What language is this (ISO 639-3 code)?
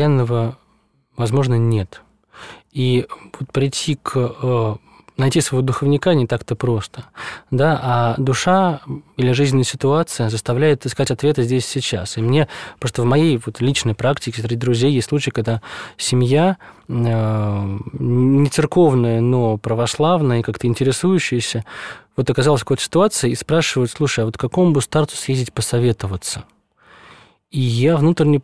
rus